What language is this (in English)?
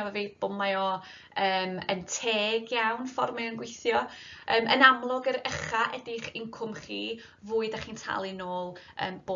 Welsh